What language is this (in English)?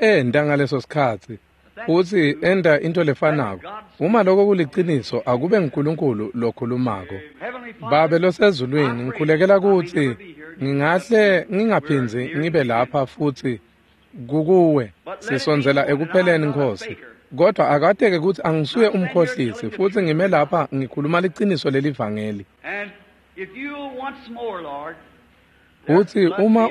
Swati